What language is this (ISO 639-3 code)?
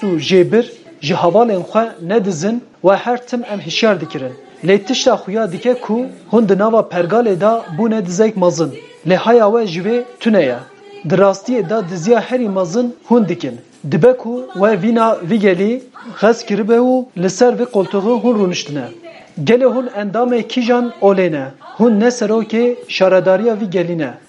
kur